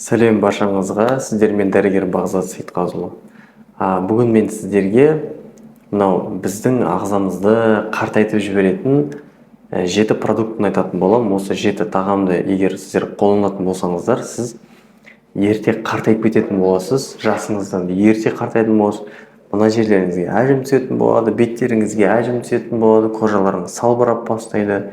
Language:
Kazakh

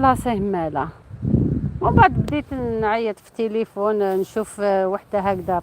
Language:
Algerian Arabic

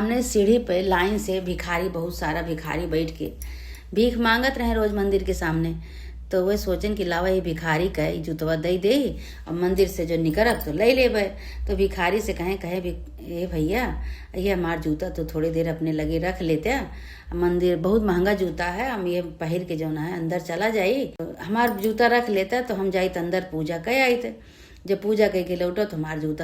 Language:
Awadhi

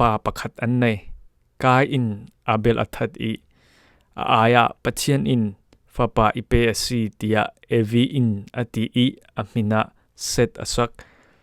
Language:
Falam Chin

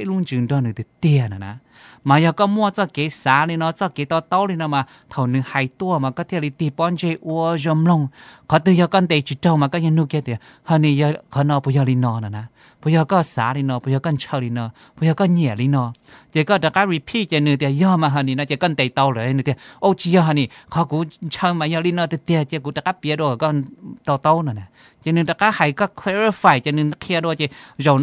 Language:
Hmong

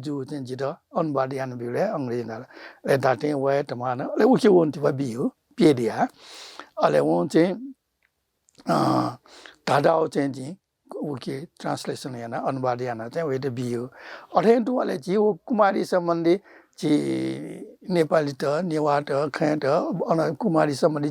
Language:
Newari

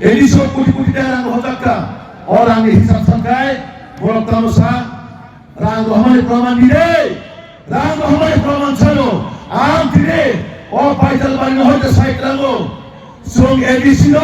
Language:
Kok Borok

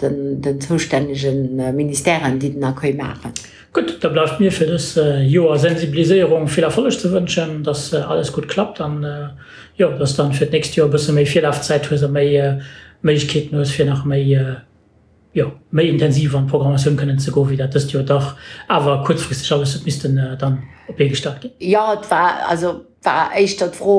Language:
Luxembourgish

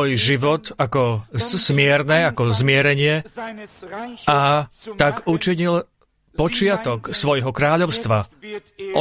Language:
Slovak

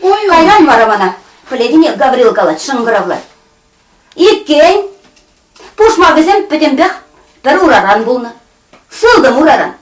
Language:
Chuvash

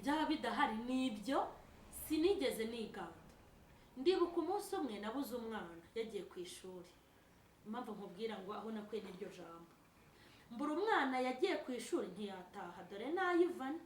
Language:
Kinyarwanda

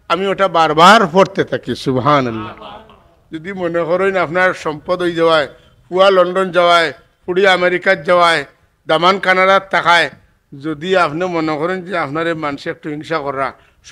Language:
Sylheti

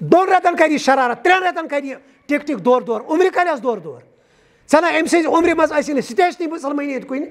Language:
Kashmiri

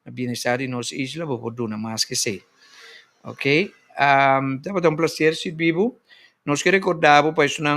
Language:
Papiamento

